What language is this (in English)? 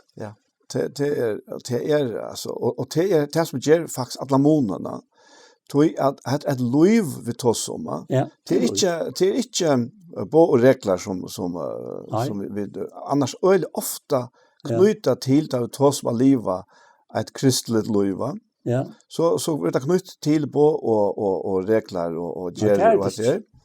Faroese